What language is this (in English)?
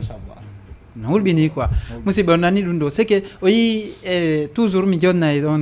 Fula